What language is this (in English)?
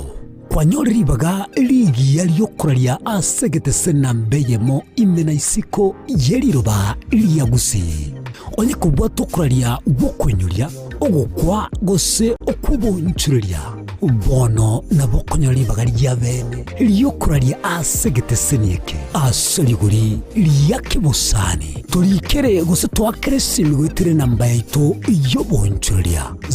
Gusii